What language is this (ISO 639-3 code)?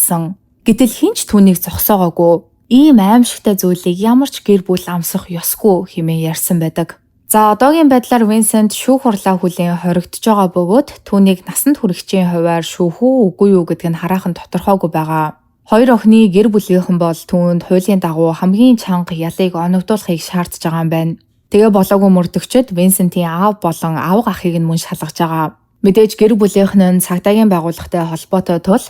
mon